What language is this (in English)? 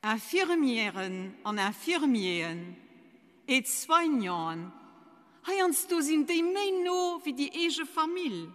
Luxembourgish